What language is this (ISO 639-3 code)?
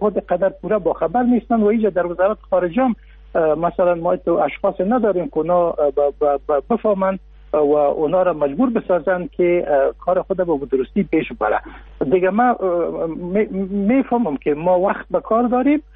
fas